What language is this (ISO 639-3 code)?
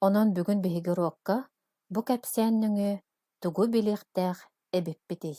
sah